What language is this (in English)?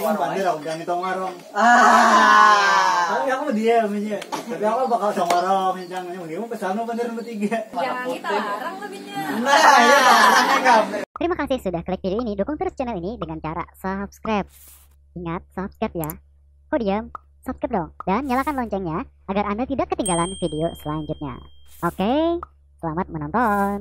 Banjar